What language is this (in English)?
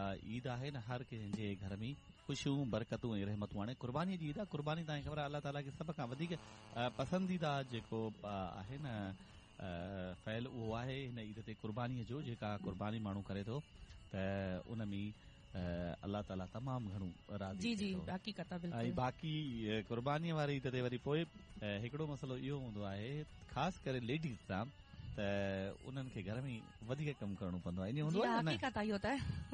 Sindhi